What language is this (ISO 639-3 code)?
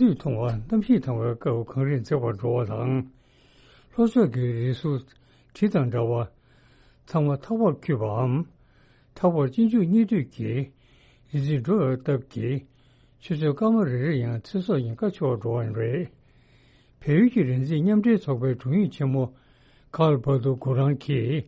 bod